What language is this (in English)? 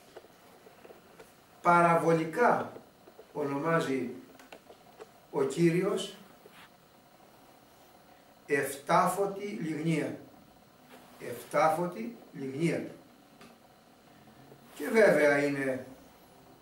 Greek